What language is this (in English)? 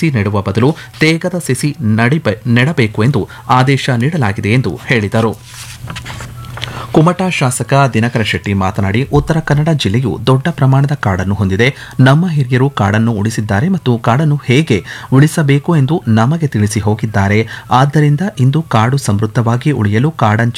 Kannada